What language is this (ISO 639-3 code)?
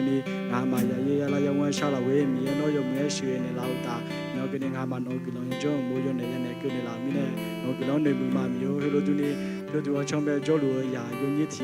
ahk